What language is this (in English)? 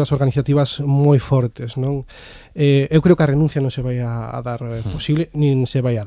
Galician